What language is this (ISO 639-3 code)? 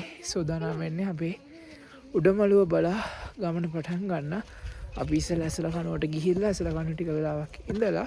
sin